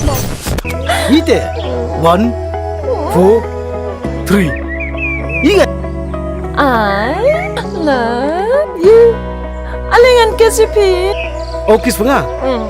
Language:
Khasi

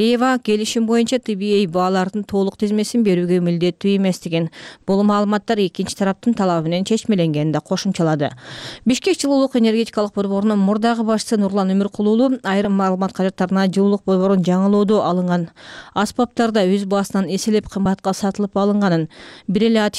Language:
Kyrgyz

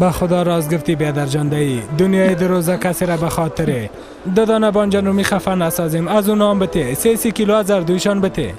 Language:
Persian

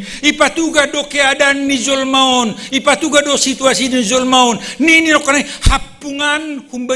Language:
Batak Simalungun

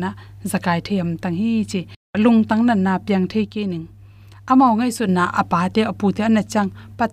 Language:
Tedim Chin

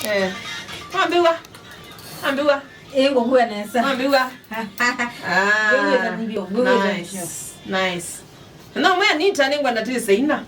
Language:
Kamba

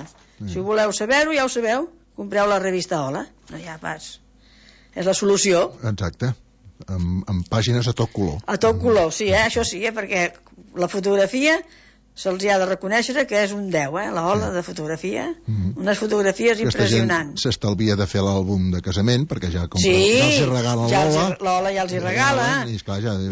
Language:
Catalan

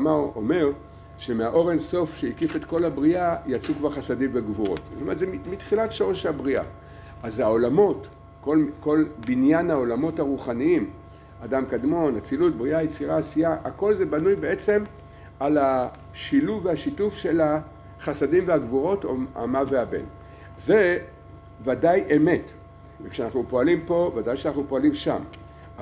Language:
Hebrew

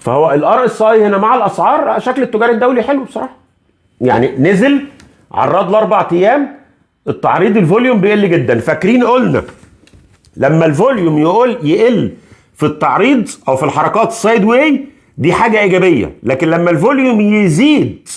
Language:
Egyptian Arabic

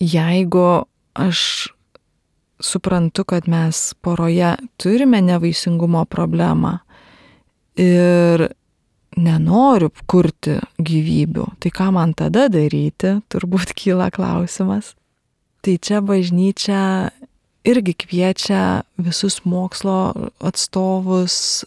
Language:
Lithuanian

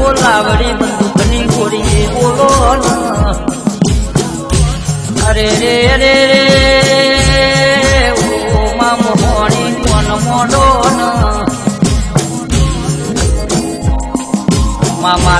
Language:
Gujarati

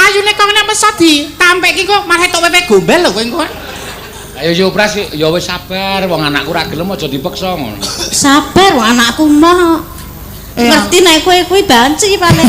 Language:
Javanese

